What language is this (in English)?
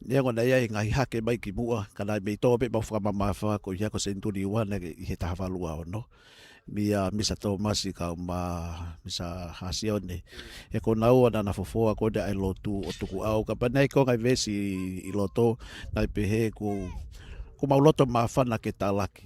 Tongan